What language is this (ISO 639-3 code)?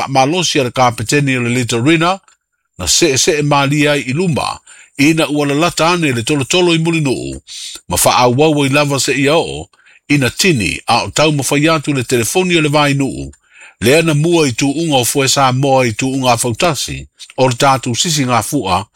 smo